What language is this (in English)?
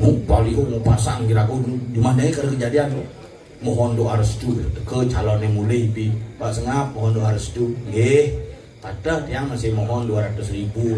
Balinese